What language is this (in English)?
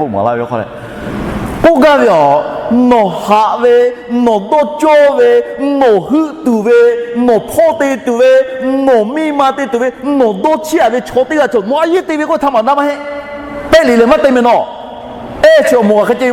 Lahu